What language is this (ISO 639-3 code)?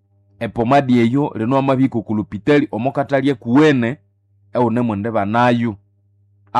nnb